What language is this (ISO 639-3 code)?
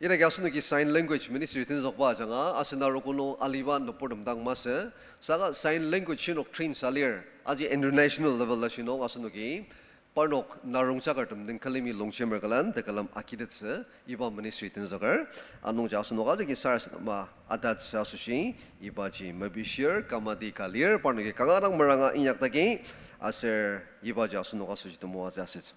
njo